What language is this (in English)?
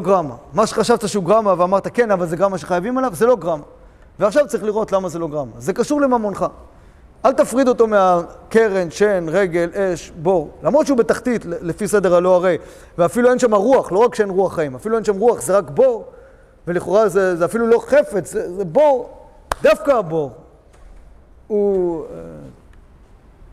Hebrew